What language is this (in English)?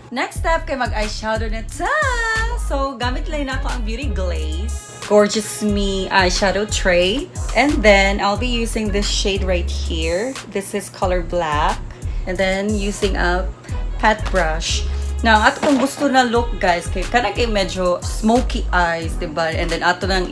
Cebuano